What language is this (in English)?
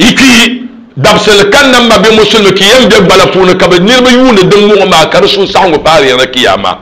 Dagbani